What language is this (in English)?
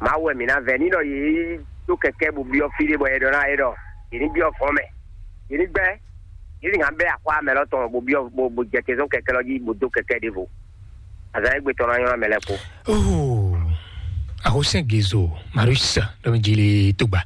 Fon